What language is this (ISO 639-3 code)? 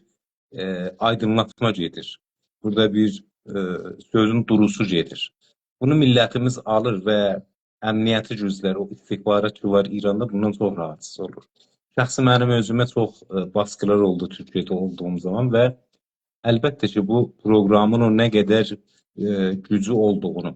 azb